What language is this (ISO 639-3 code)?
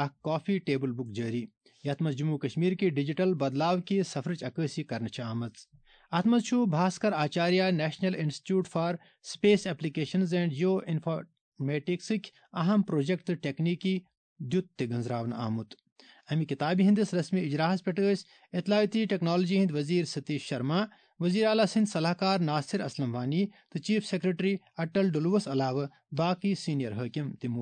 kas